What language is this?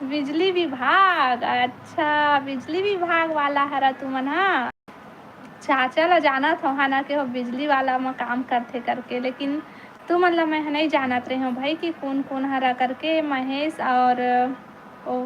Chhattisgarhi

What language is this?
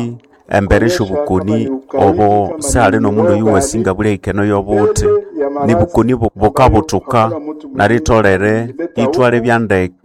Nande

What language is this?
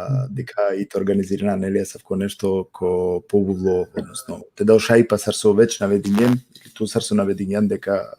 Balkan Romani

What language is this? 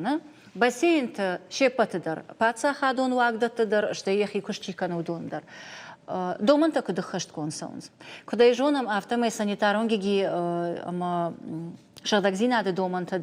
Ossetic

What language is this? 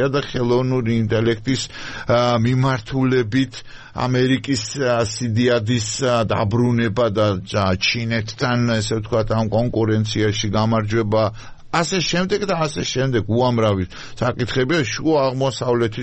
Georgian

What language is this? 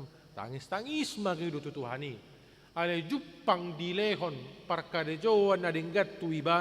Batak Toba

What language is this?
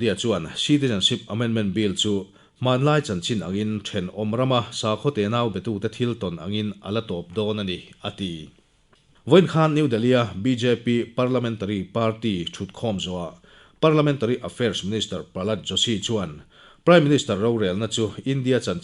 Mizo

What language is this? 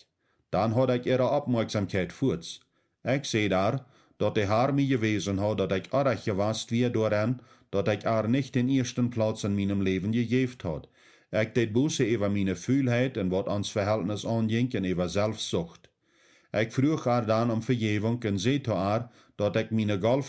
Plautdietsch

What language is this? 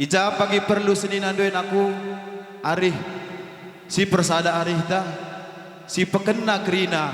Batak Karo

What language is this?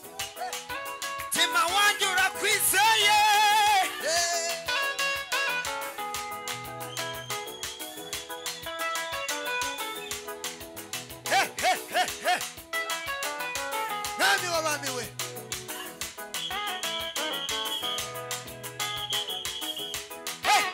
Kinyarwanda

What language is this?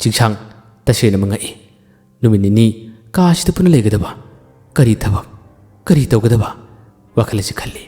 Manipuri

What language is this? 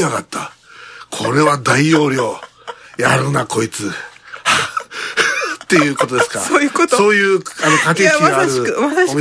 Japanese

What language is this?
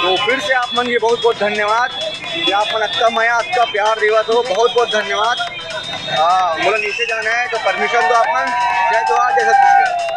Chhattisgarhi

